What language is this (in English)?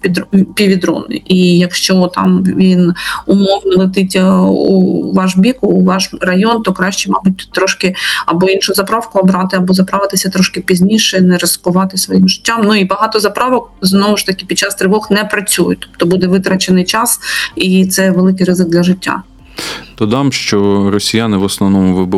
Ukrainian